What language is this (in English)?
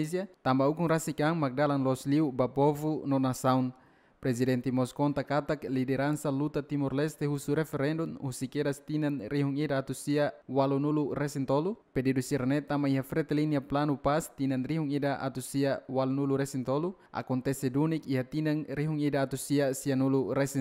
Tetum